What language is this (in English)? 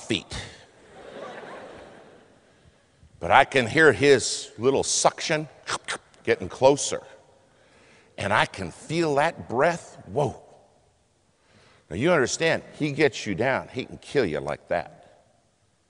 English